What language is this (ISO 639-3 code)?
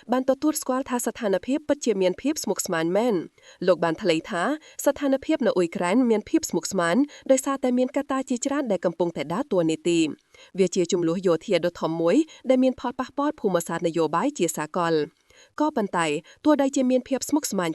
khm